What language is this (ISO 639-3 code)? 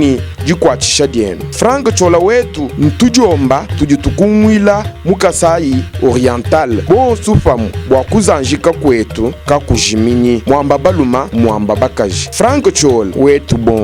lua